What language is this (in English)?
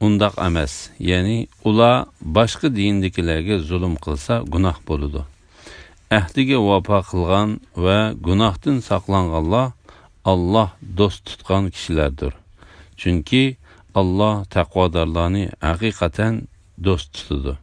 Uyghur